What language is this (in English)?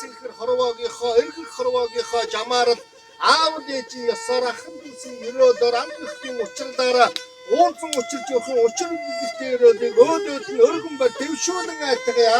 Mongolian